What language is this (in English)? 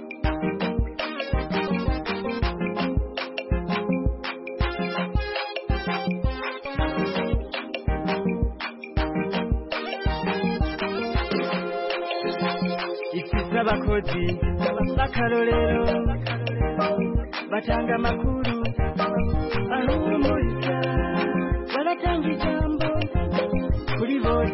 Kinyarwanda